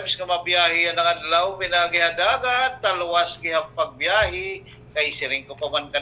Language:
Waray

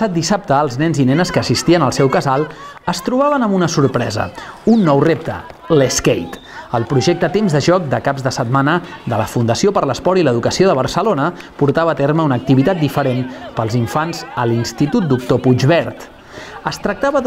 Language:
Catalan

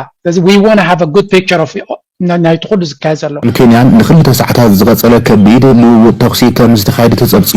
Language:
Tigrinya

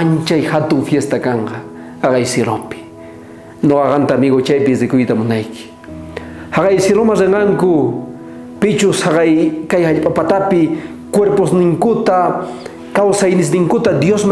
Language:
South Bolivian Quechua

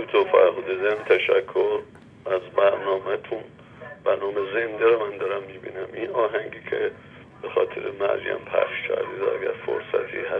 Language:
Persian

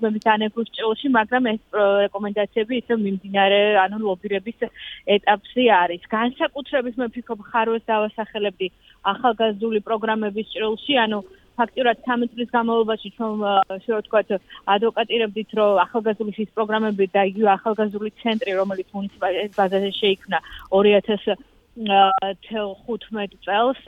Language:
Georgian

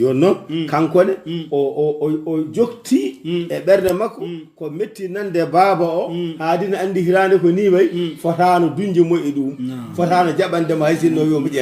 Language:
Fula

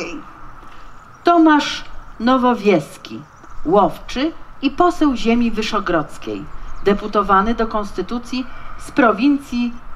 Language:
Polish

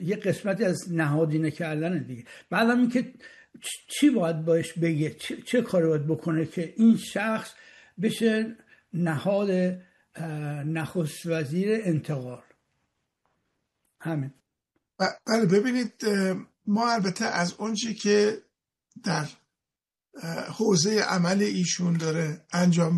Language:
Persian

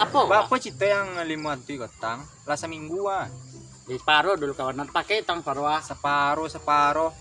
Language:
Minangkabau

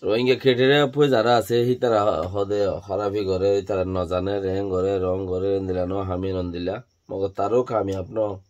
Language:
Rohingya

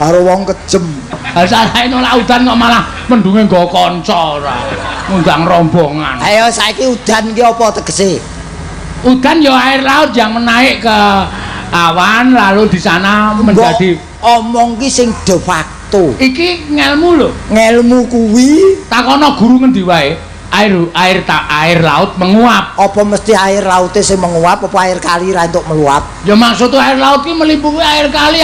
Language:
Javanese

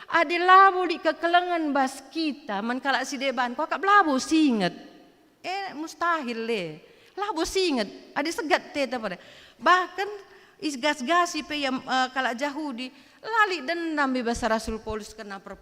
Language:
Batak Karo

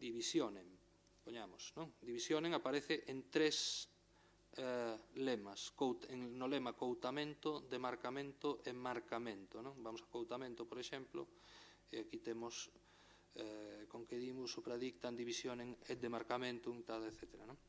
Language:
Galician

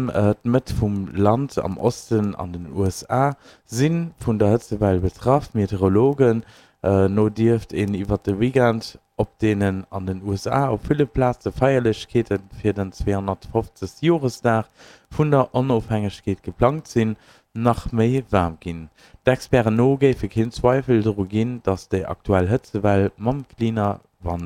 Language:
Luxembourgish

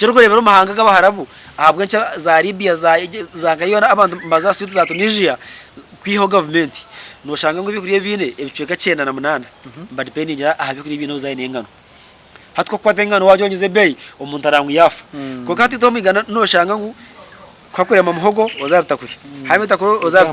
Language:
Nyankole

